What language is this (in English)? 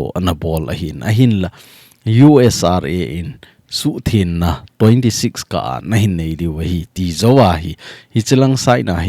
Thado Chin